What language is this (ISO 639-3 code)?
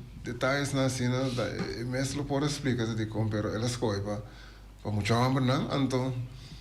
pap